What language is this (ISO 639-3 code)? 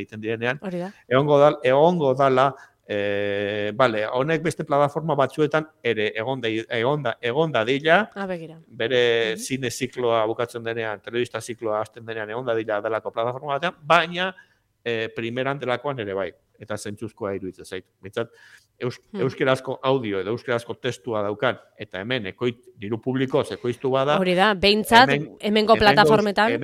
eus